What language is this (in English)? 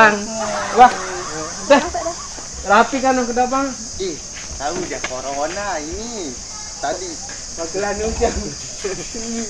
Sasak